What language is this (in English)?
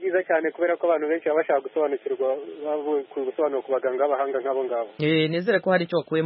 Kinyarwanda